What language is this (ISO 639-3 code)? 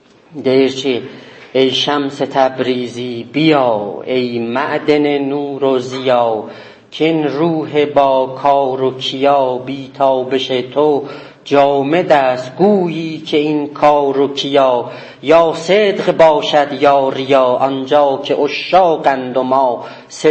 azb